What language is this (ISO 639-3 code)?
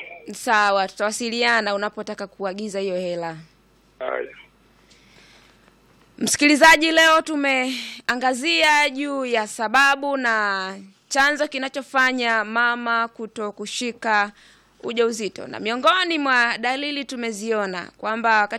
swa